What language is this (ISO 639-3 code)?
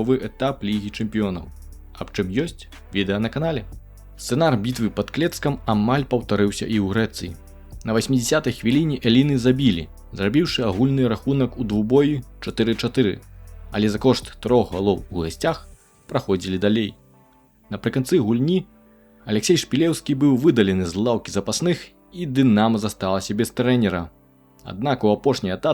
bel